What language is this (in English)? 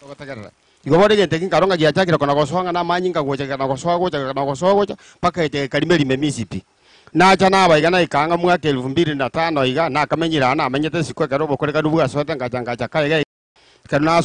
Gusii